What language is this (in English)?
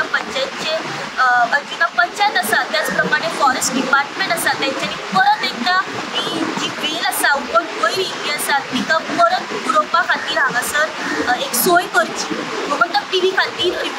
Konkani